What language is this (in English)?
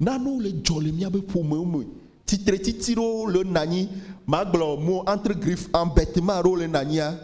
Ewe